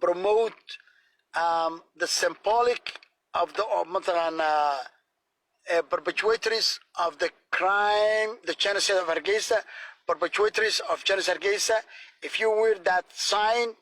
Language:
Somali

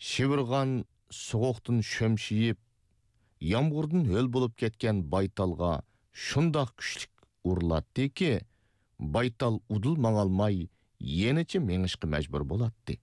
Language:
Uyghur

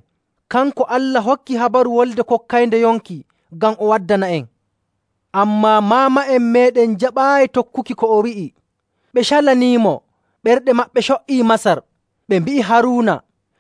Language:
Nigerian Fulfulde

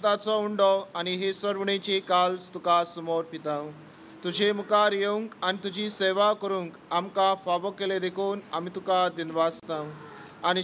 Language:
Konkani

